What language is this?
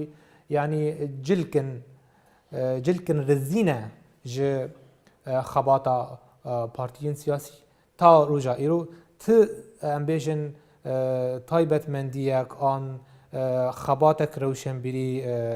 Kurdish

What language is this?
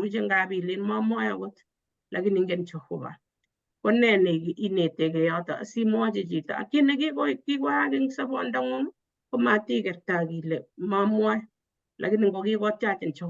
Kalenjin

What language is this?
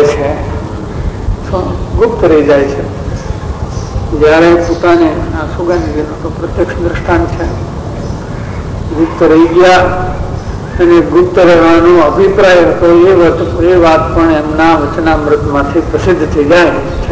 Gujarati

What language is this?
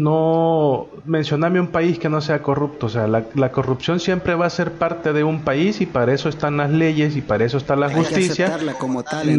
Spanish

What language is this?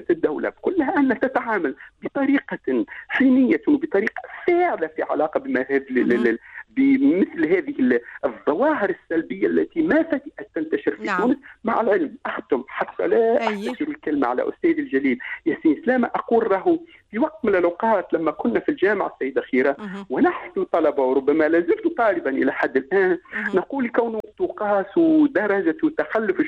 Tunisian Arabic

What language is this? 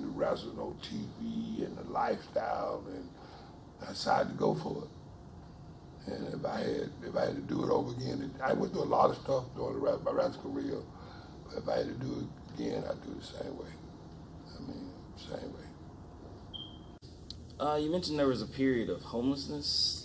English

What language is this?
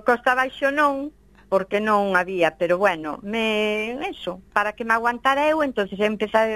Galician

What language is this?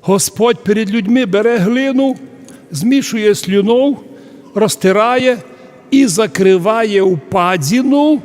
Rusyn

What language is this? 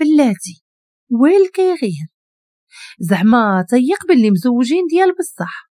Moroccan Arabic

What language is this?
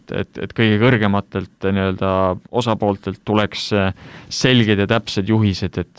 Estonian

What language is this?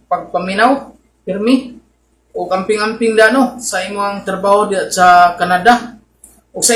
Cebuano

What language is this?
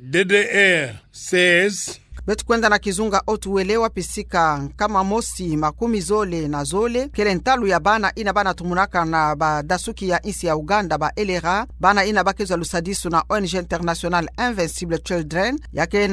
Kituba (Democratic Republic of Congo)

